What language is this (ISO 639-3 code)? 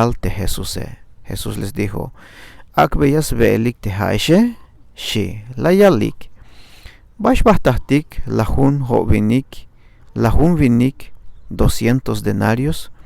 tzh